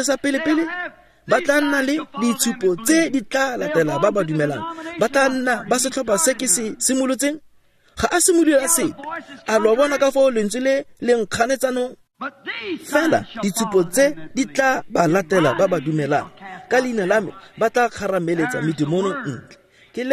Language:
Tswana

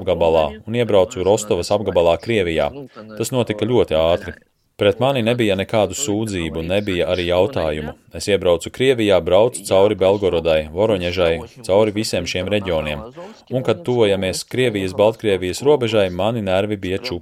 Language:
Latvian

